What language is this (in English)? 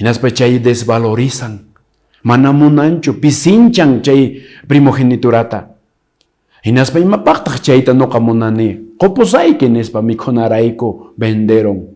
Quechua